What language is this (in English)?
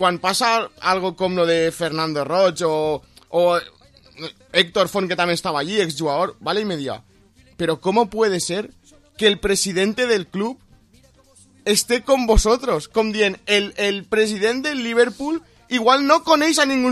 Catalan